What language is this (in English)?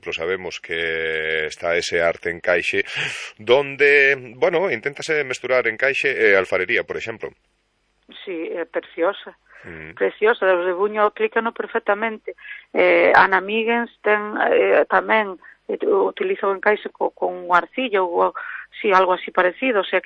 Galician